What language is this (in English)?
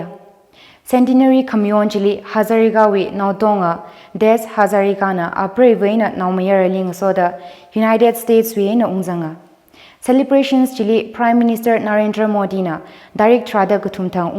Tangkhul Naga (India)